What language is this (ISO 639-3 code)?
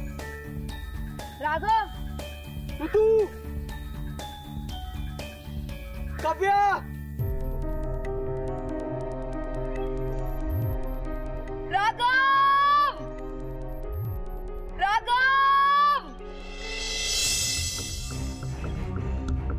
mar